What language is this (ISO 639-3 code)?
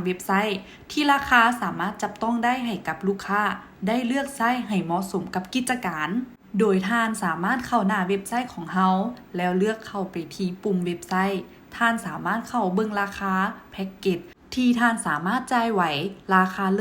lao